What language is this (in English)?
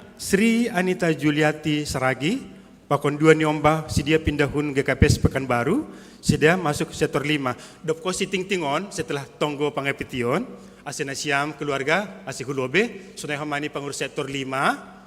Batak Simalungun